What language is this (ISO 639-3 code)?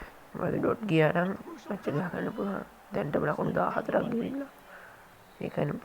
sin